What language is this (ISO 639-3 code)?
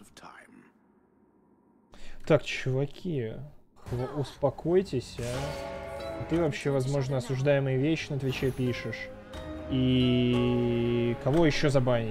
rus